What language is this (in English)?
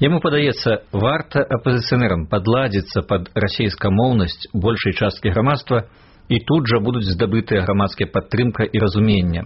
Belarusian